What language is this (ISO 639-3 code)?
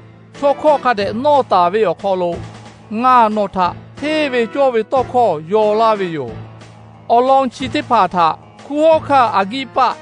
lhu